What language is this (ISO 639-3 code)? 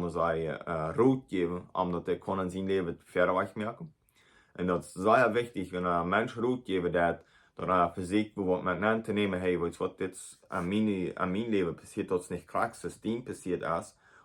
pdt